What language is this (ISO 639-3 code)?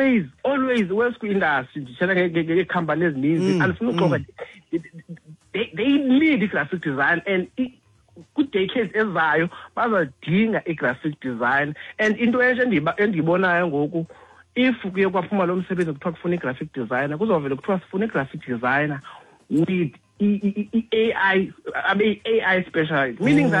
xho